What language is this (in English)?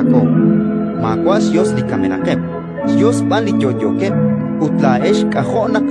Kekchí